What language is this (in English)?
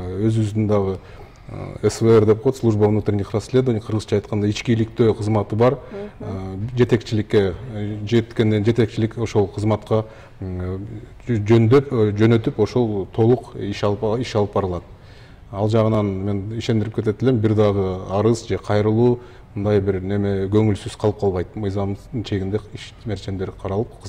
Kyrgyz